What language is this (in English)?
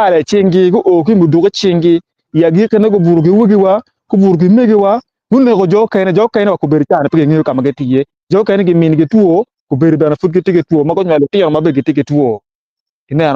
Acoli